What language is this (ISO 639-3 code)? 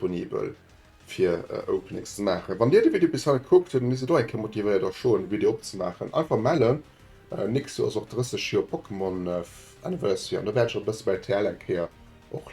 ltz